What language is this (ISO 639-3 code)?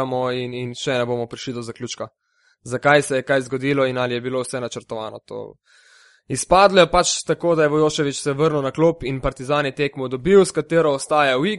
slv